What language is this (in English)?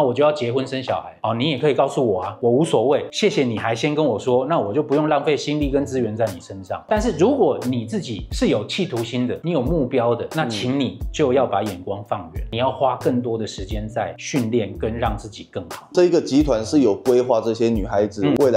Chinese